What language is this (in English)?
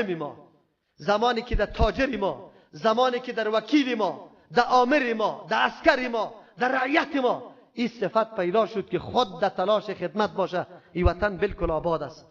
Persian